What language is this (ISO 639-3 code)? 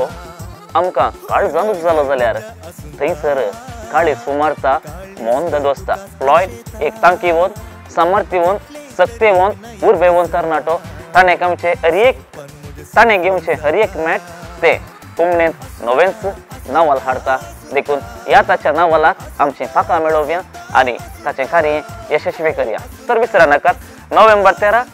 kok